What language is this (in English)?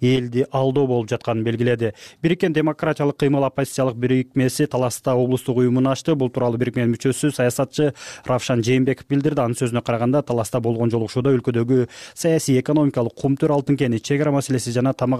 Kyrgyz